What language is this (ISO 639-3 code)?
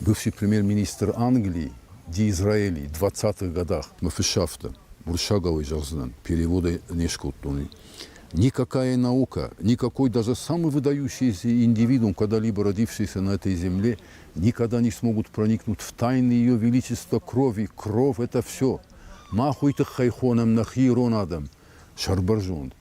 oss